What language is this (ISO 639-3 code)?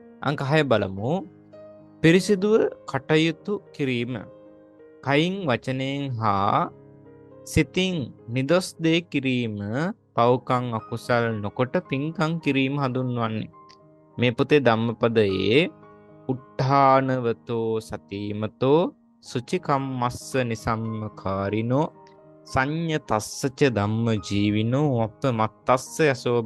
sin